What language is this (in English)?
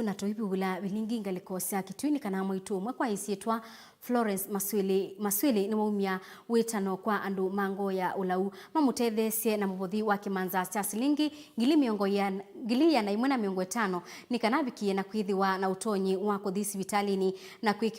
Kamba